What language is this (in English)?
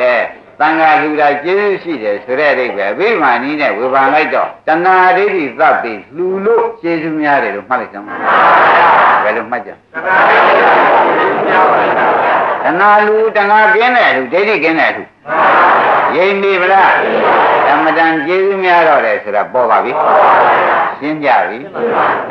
Burmese